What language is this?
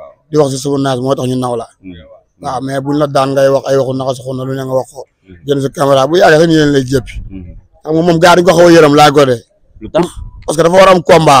Wolof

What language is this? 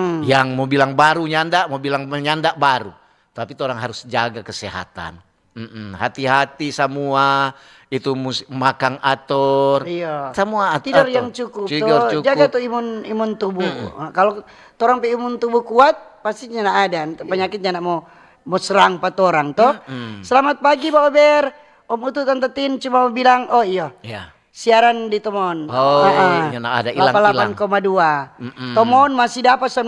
Manado Malay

